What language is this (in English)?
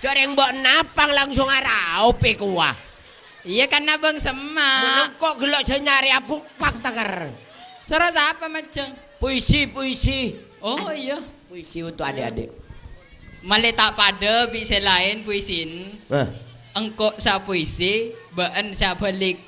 Madurese